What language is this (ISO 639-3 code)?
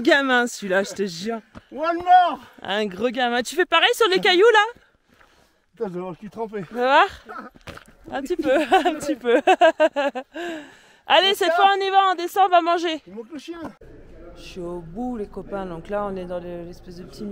fra